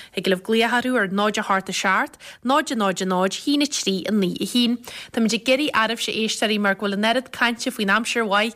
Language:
Irish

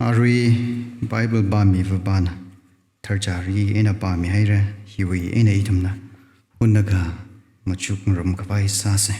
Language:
Tangkhul Naga (India)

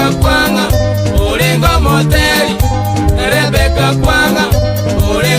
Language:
Gusii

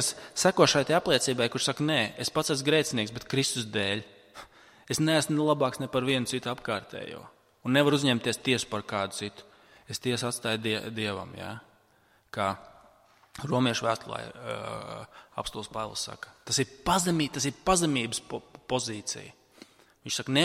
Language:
Latvian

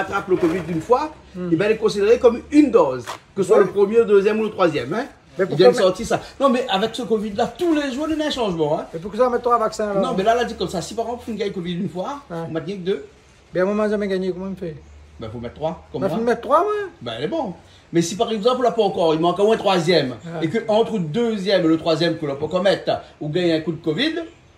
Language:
Réunion Creole French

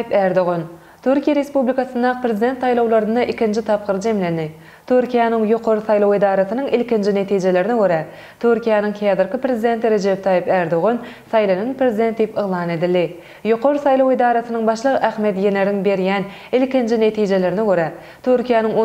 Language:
Turkmen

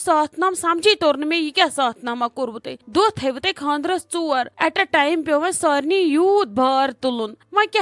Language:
Kashmiri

